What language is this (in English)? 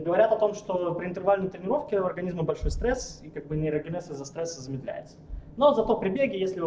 Russian